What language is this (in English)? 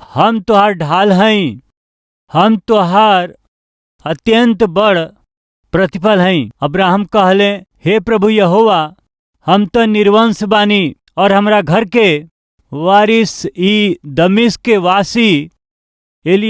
Bhojpuri